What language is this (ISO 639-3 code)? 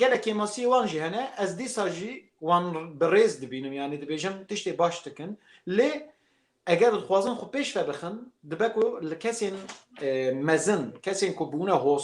kur